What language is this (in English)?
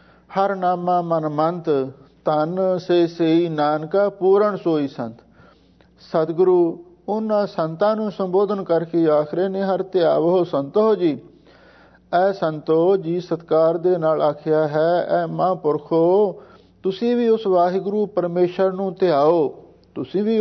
Punjabi